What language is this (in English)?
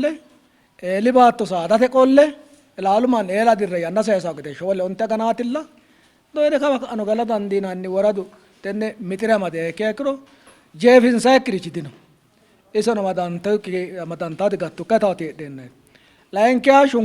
Sidamo